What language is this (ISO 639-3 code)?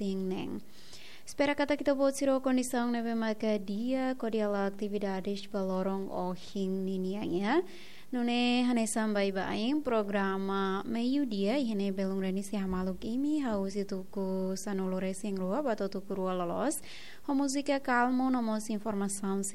tet